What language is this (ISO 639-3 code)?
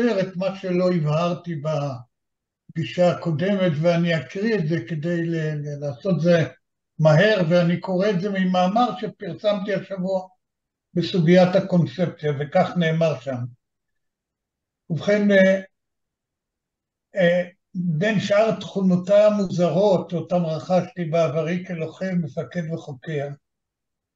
heb